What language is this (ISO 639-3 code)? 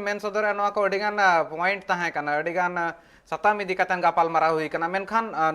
sat